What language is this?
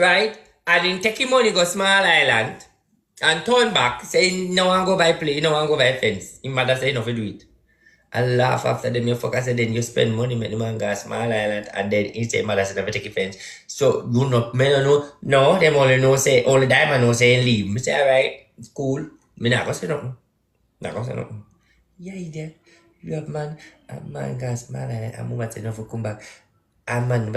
Jamaican Creole English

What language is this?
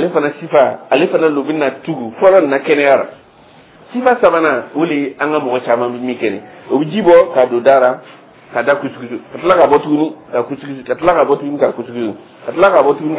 Dyula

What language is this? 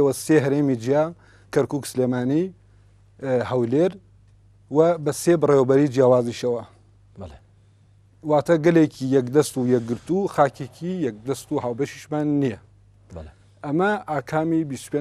Central Kurdish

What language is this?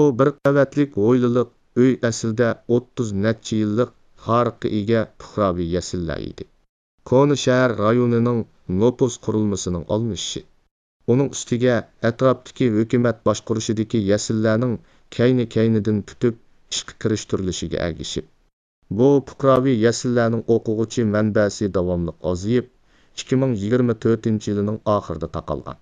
Uyghur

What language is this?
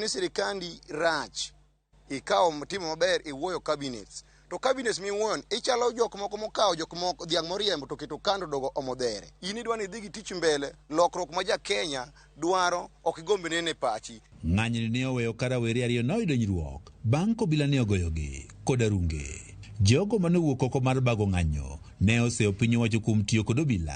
Luo (Kenya and Tanzania)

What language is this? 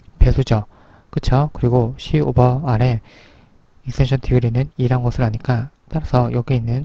Korean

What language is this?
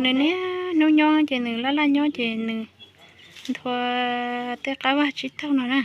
Hmong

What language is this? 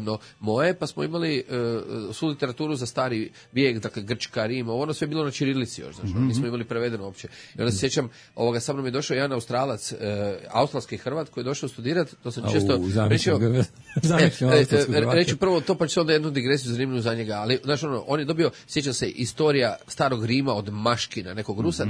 Serbian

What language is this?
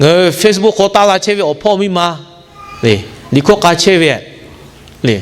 Lahu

